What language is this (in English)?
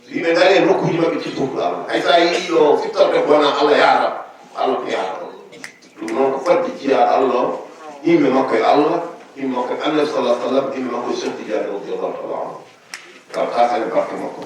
Fula